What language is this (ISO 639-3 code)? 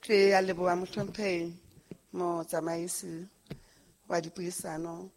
sot